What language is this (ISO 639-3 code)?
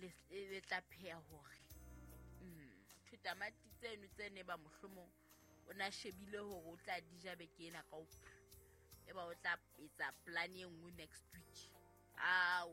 sot